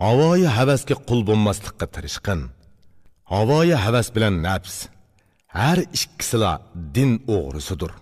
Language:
Uyghur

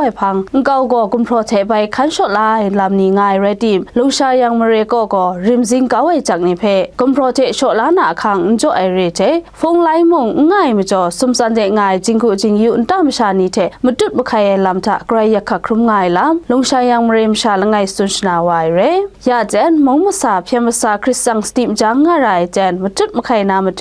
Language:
Kachin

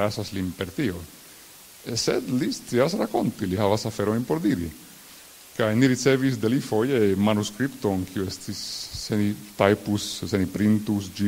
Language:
Esperanto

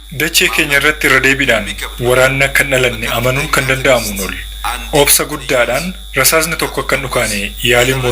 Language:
Oromo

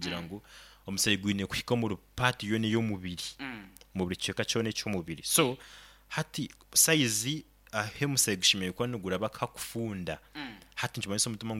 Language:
Nyoro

